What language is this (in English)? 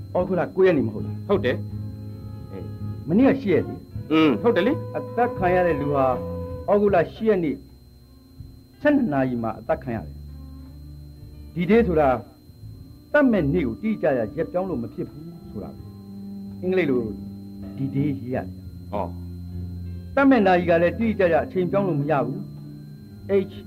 Burmese